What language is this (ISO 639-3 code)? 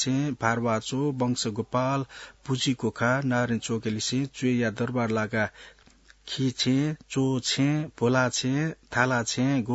new